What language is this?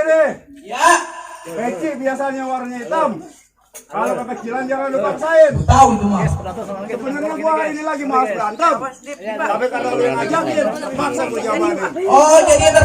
Betawi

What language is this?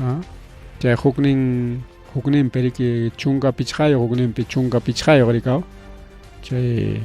Ayacucho Quechua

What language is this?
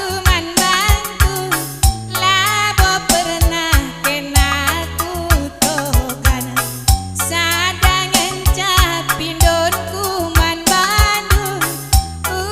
Batak Karo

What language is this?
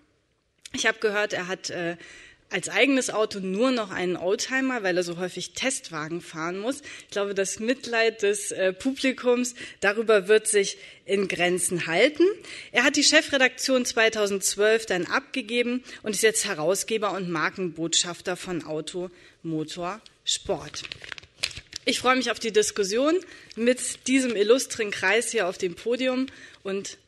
German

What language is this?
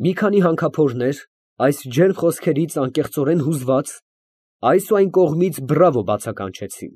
Armenian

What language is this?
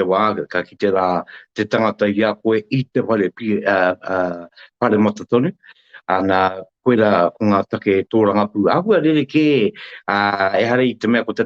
Māori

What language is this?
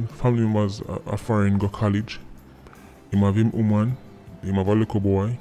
Jamaican Creole English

